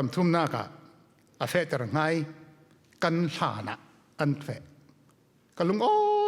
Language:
Falam Chin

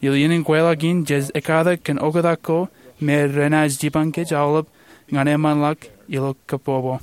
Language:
Marshallese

